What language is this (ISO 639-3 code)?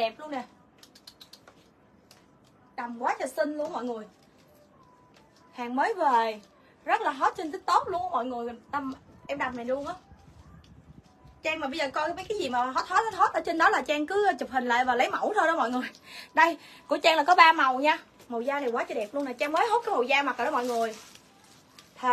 vie